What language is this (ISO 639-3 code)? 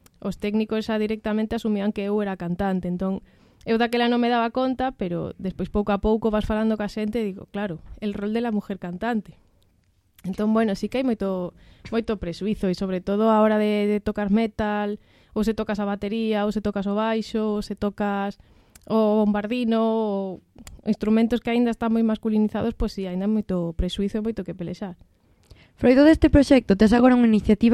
glg